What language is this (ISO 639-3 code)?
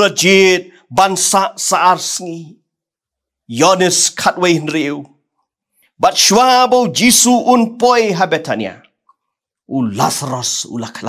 kha